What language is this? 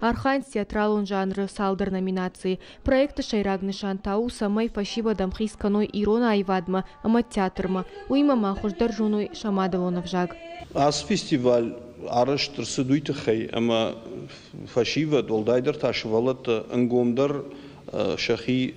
Ossetic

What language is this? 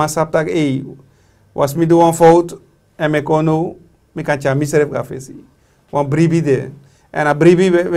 Sranan Tongo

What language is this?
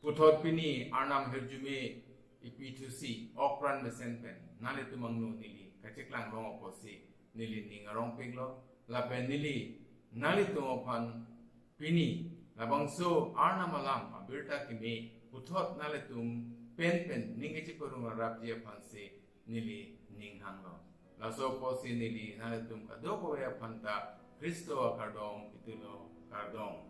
Karbi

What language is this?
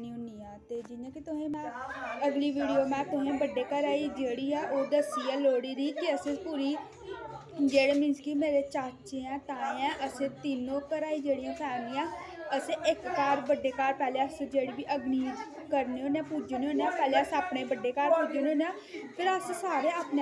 Dogri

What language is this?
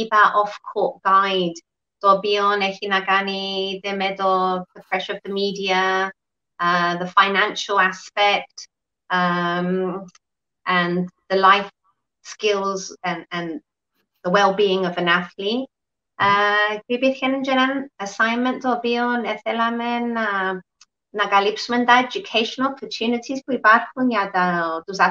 Greek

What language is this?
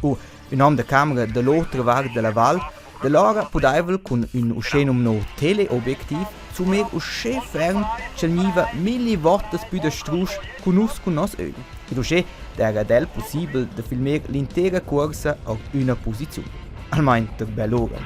Romansh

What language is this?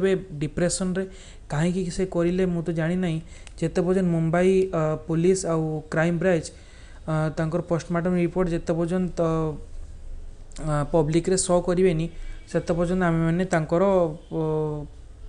Odia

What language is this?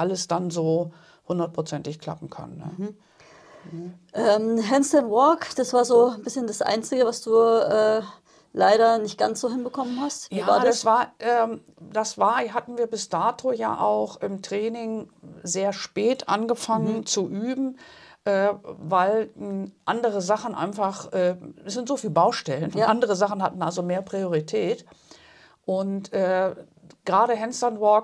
German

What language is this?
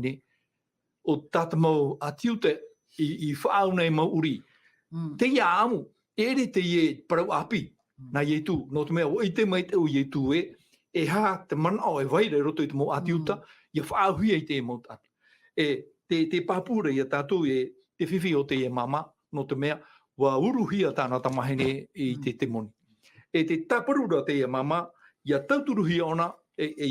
Tahitian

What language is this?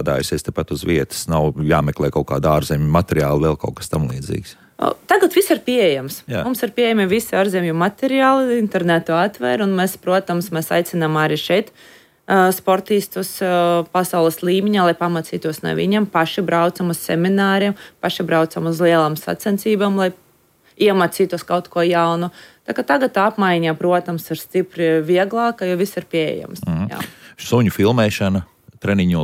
Latvian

